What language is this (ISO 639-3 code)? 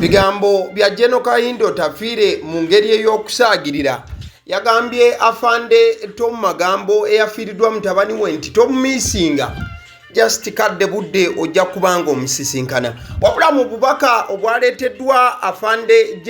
lug